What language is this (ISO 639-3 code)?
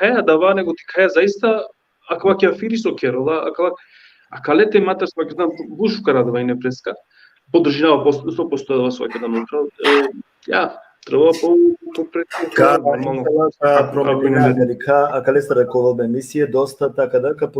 rmn